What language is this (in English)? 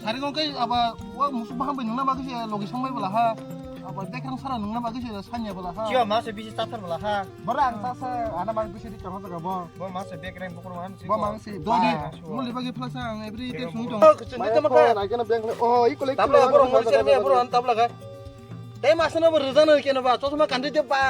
Kok Borok